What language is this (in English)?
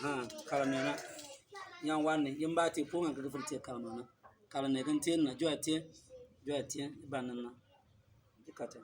Bimoba